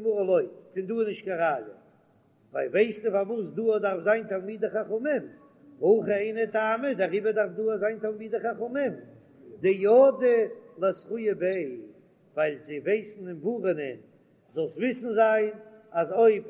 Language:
Yiddish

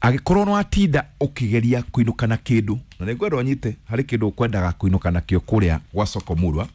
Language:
Kikuyu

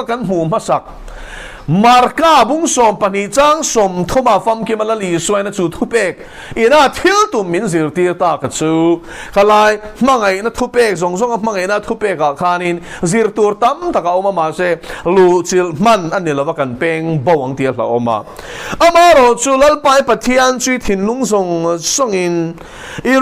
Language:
Mizo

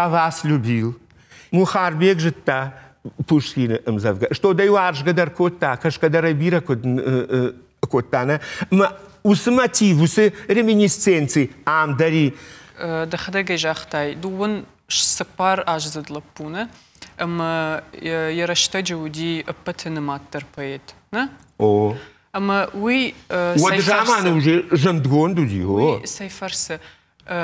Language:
Ossetic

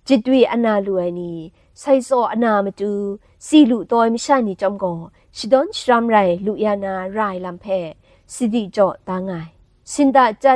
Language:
Kachin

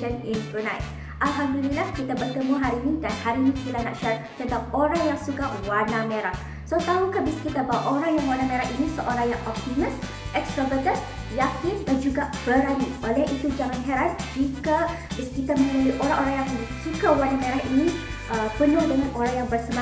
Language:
Malay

